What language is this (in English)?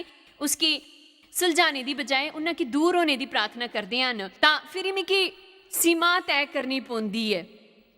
Dogri